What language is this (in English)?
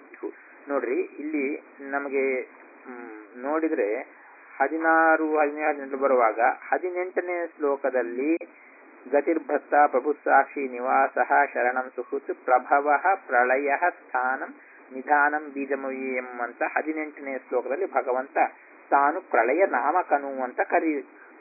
Kannada